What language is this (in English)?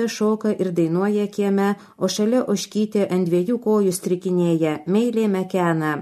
Lithuanian